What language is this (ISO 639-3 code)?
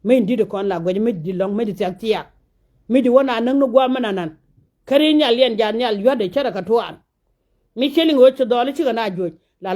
nus